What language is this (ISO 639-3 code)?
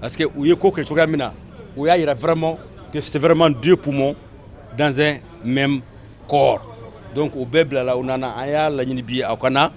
bam